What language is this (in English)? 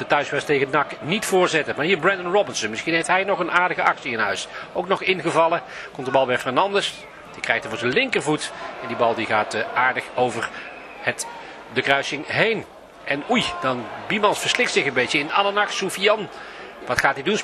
Dutch